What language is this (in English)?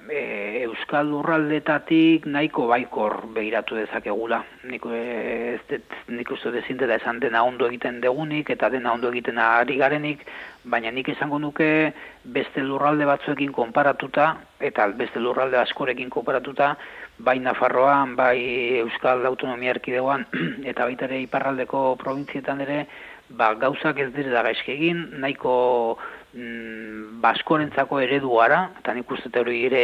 Basque